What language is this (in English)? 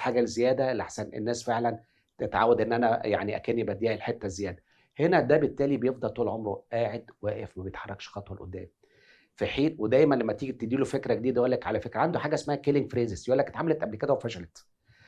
Egyptian Arabic